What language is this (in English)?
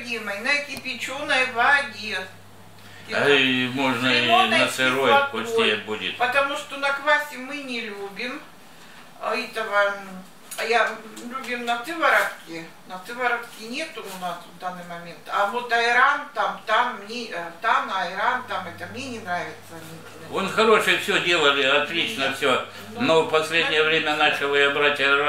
Russian